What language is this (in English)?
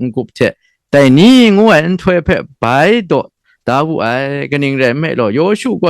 Kachin